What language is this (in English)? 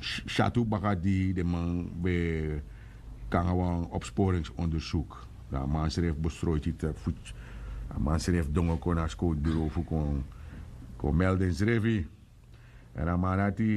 Sranan Tongo